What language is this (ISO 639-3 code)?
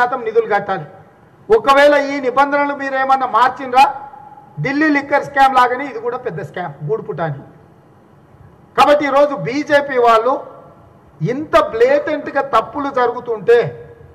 tel